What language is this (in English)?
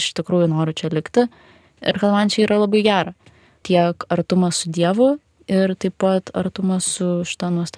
Lithuanian